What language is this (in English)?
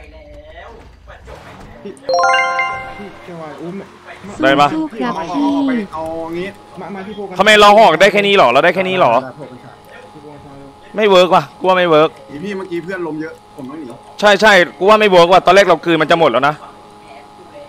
Thai